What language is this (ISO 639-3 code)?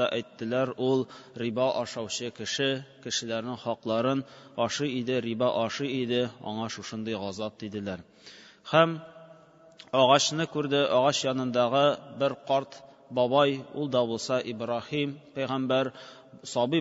tat